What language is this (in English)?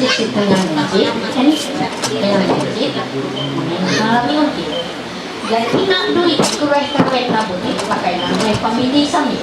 Ma'anyan